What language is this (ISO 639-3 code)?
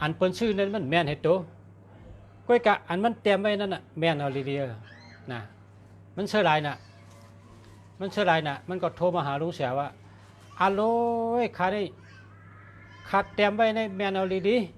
shn